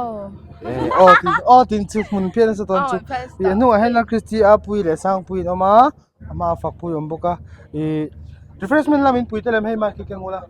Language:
Mizo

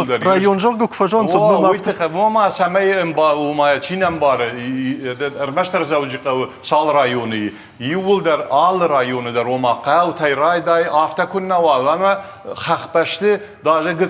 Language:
Ossetic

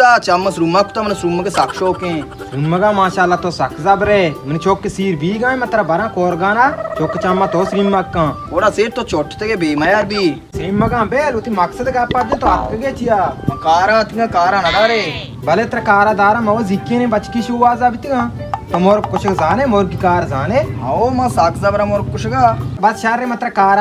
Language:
Baluchi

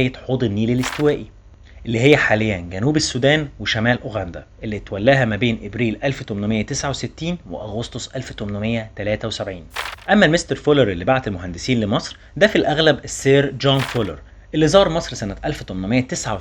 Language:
Egyptian Arabic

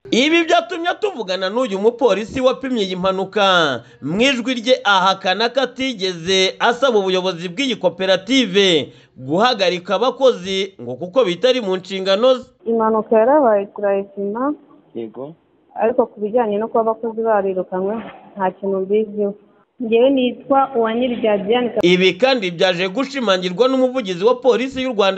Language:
Kinyarwanda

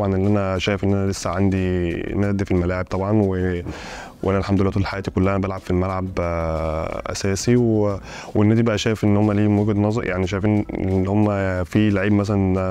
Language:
Egyptian Arabic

